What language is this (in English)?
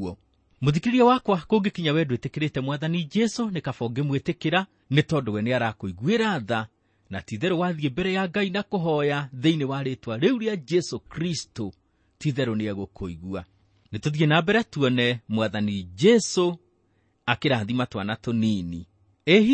Kikuyu